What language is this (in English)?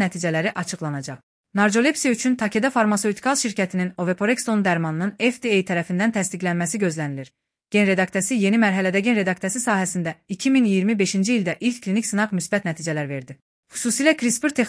Azerbaijani